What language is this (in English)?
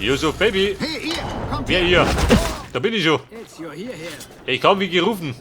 Bavarian